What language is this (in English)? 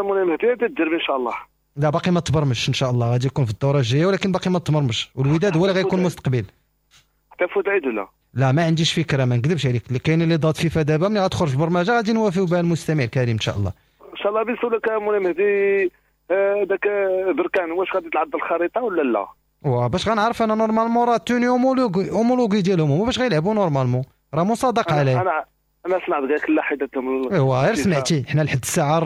Moroccan Arabic